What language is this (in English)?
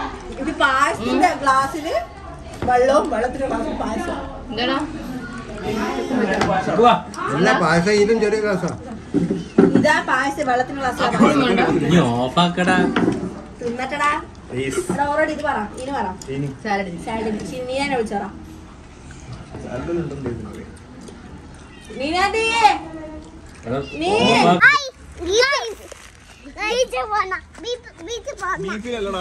Malayalam